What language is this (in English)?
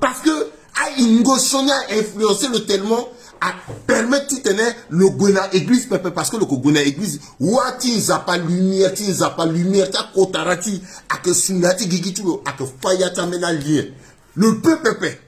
Sango